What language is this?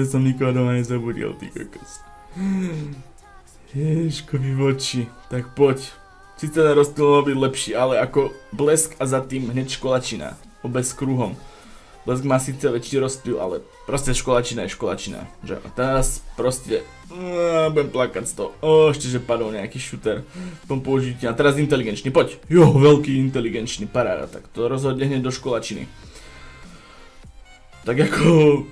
Slovak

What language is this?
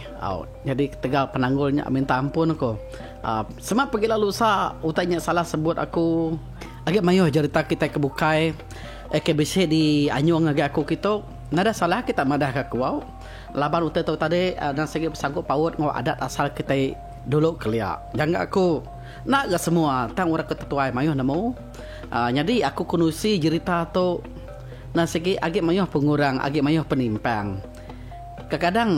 Iban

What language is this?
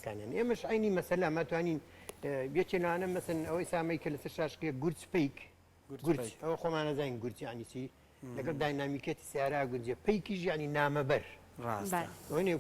Central Kurdish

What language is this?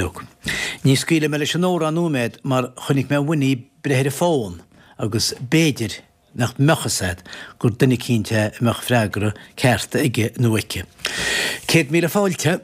Irish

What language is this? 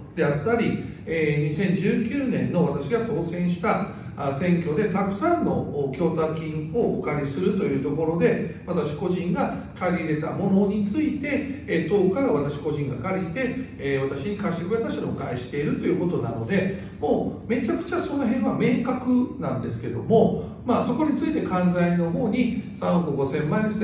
Japanese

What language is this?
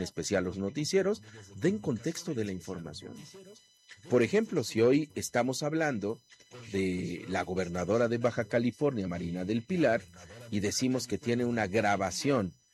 Spanish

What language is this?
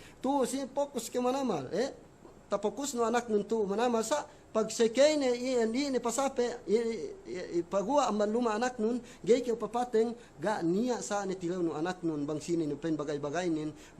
Yakan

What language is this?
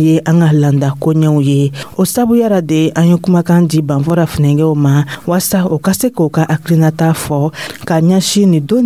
Dyula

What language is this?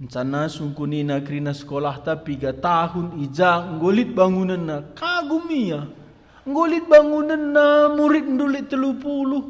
Batak Karo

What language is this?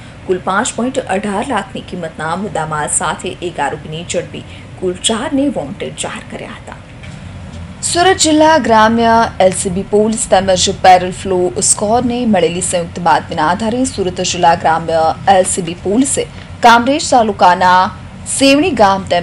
Gujarati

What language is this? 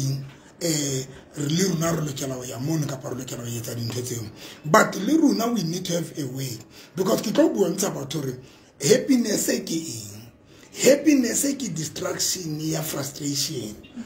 Tswana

